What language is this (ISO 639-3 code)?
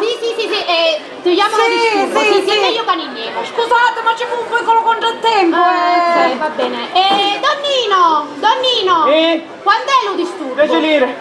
scn